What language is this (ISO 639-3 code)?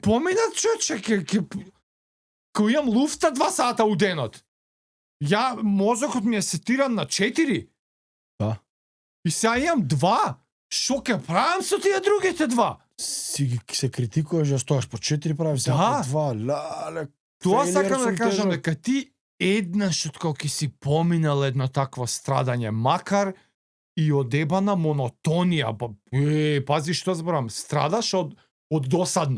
mkd